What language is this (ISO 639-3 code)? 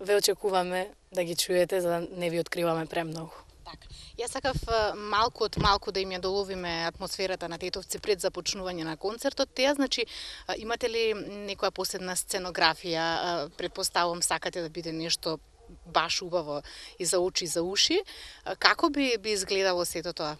mkd